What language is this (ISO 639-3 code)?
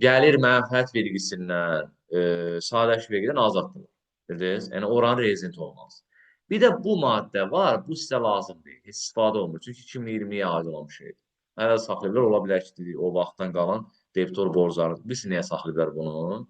aze